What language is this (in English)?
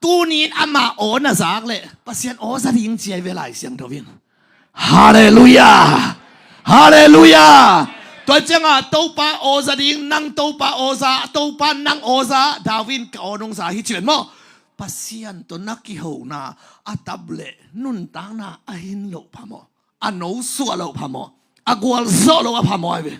Tedim Chin